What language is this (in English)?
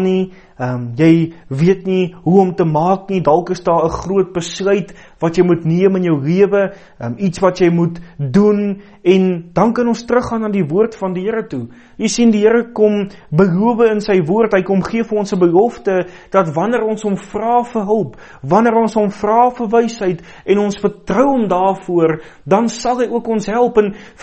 Afrikaans